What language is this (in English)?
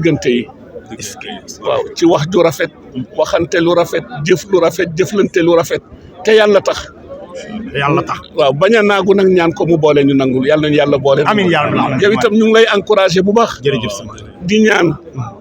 Wolof